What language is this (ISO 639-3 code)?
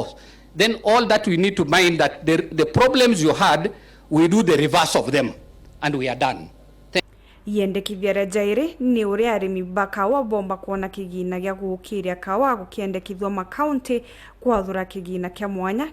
mer